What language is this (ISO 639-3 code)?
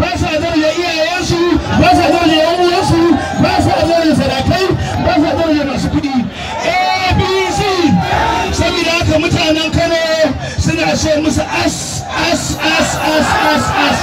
hau